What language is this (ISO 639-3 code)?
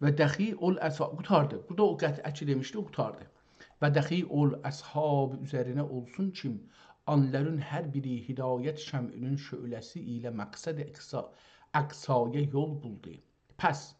azb